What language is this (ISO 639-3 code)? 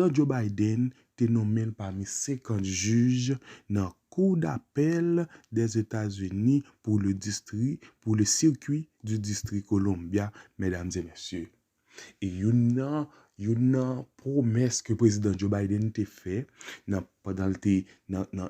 hat